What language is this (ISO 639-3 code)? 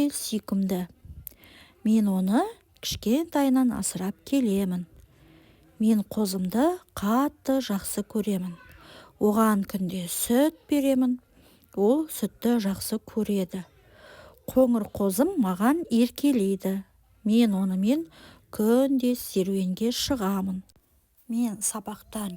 kaz